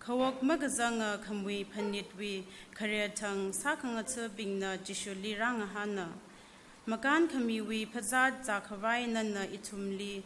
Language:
Tangkhul Naga (India)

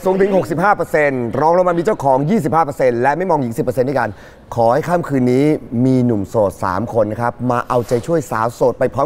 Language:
Thai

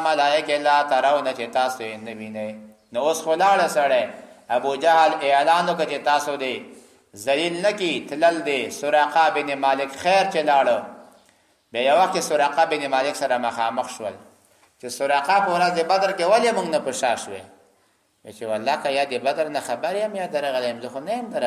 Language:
Pashto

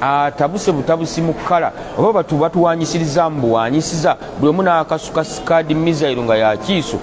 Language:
Ganda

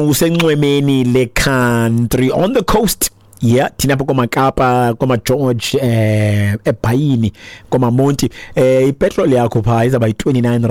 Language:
Xhosa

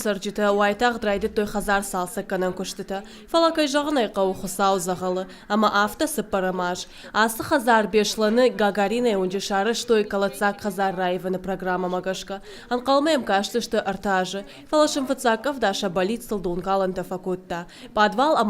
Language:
Ossetic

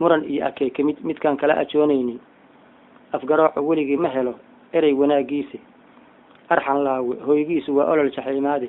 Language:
Somali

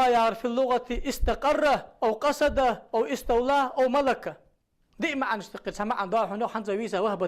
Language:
Ingush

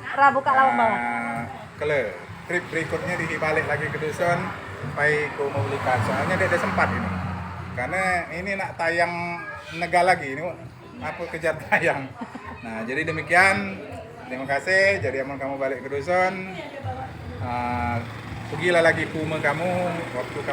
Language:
Musi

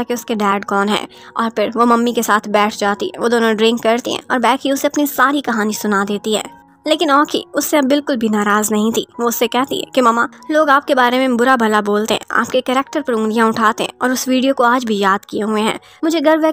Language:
Hindi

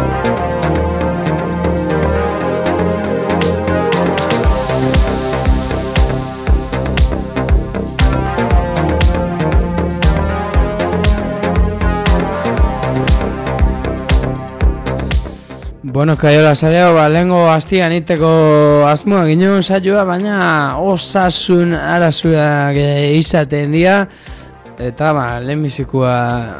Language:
Basque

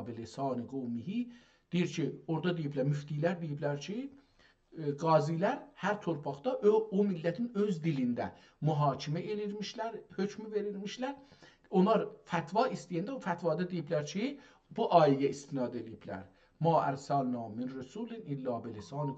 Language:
South Azerbaijani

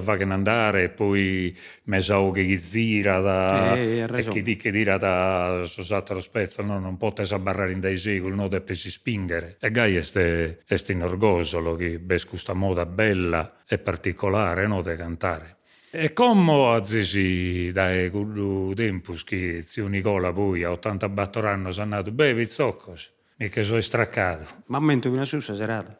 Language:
Sardinian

